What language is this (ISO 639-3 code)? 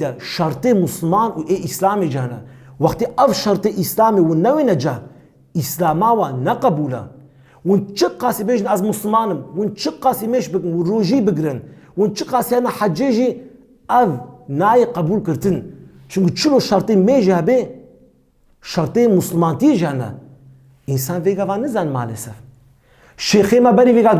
kur